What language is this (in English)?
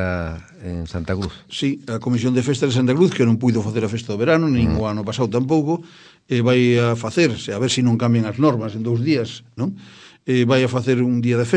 Galician